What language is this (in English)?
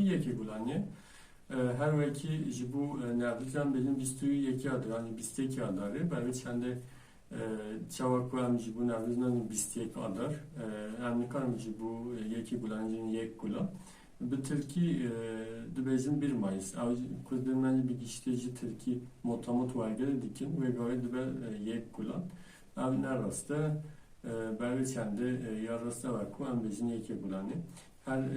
Kurdish